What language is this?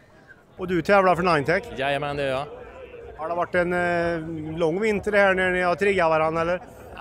Swedish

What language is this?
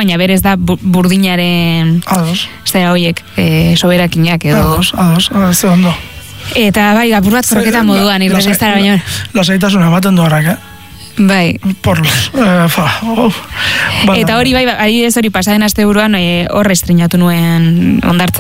Basque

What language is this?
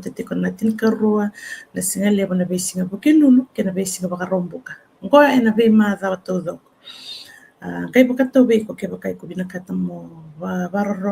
Fijian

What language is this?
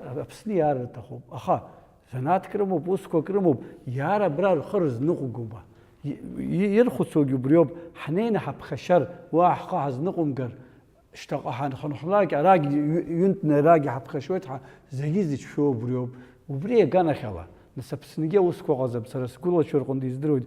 Abkhazian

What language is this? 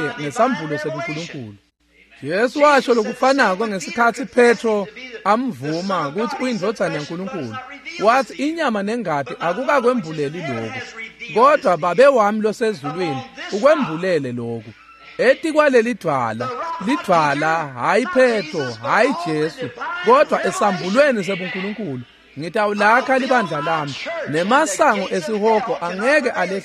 Swati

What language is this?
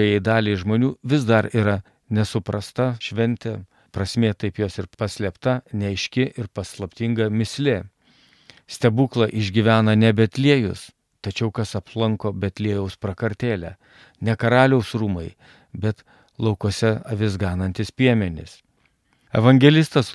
Lithuanian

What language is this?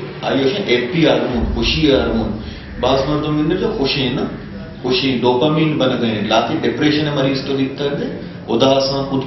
Baluchi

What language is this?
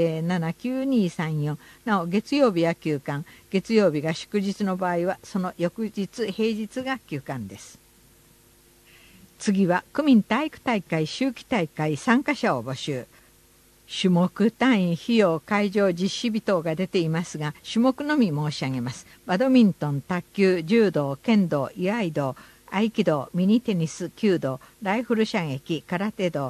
Japanese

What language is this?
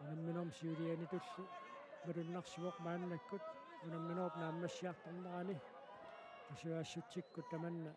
Kalaallisut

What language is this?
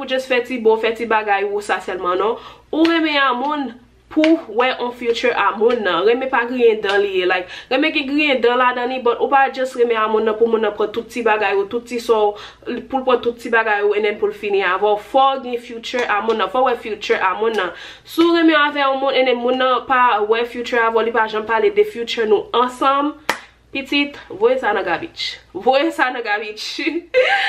Haitian Creole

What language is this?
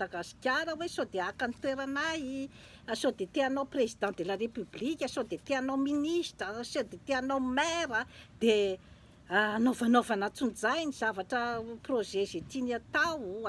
Malagasy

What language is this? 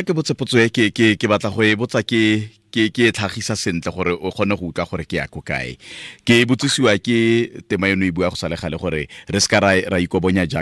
Tswana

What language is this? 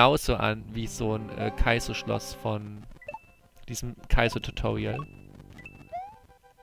German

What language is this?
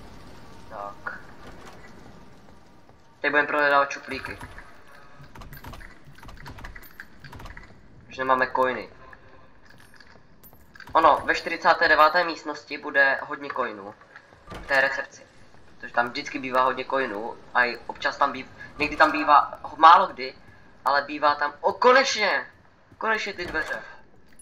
Czech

